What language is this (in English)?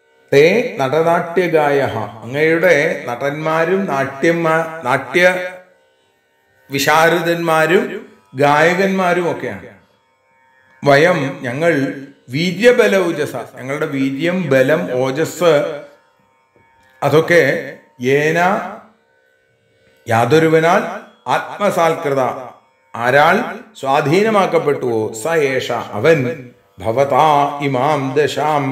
Malayalam